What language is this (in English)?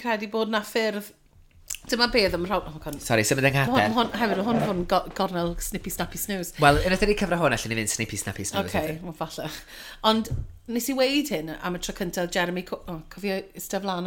Welsh